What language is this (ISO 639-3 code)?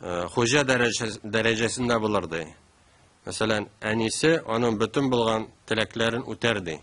tat